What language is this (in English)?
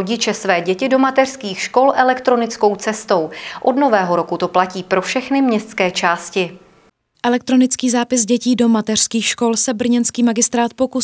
Czech